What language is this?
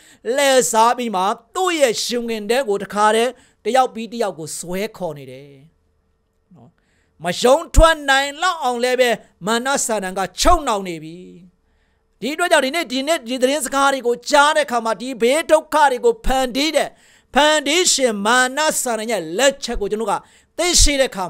Burmese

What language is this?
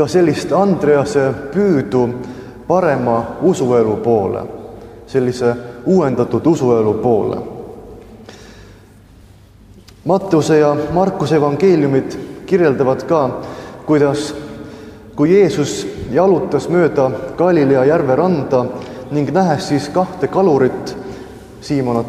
Estonian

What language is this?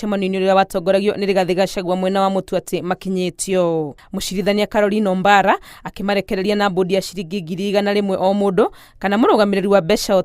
Kikuyu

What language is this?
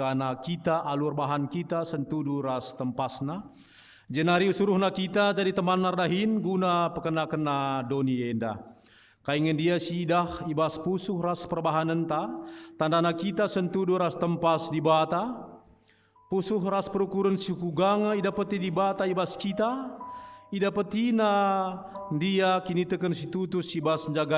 Batak Karo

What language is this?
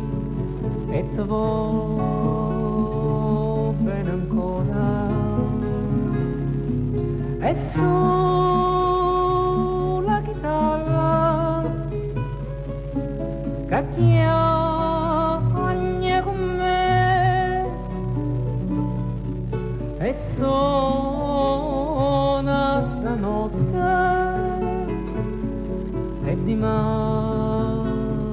Italian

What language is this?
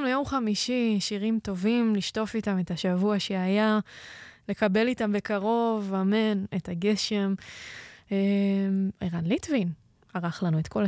Hebrew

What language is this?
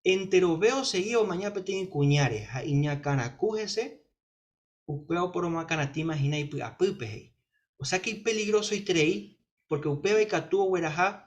Guarani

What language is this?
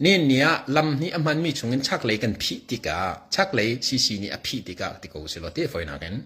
Hakha Chin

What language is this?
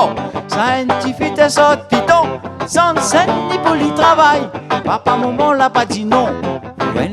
Réunion Creole French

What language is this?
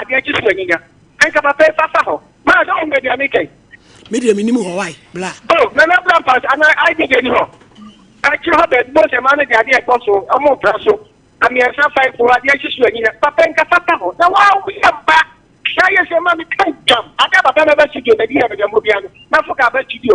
Akan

